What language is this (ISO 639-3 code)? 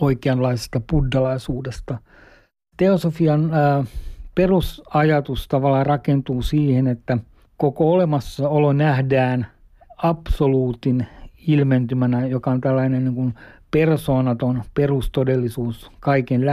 fin